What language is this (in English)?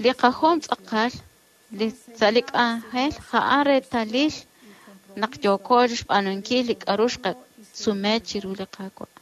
Kekchí